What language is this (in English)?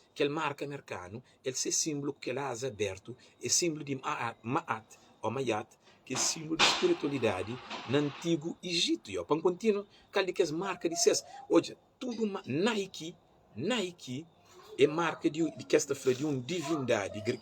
Kabuverdianu